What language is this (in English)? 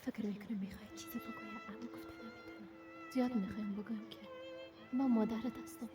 Persian